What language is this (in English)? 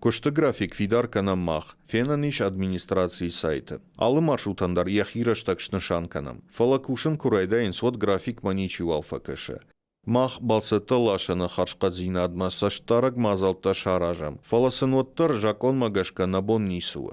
Ossetic